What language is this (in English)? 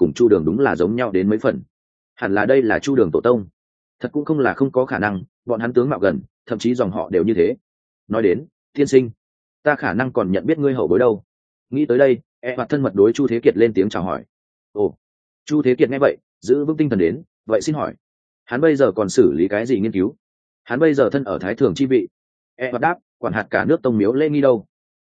Vietnamese